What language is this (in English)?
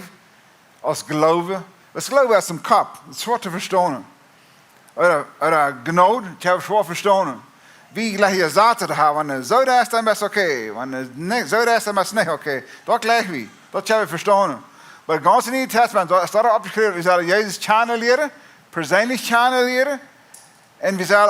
Plautdietsch